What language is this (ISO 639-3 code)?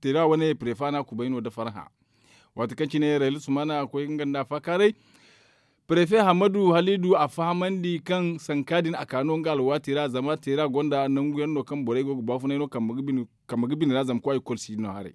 dje